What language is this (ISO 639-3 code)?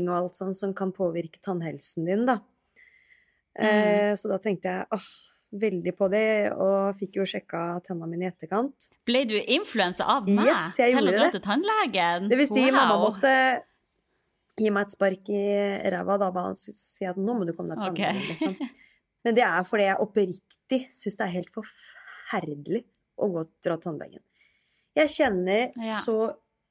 nor